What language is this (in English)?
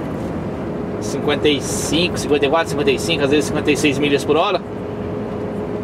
Portuguese